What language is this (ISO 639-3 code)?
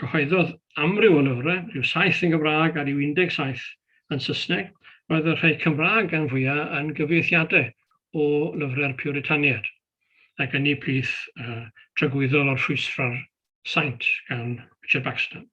cym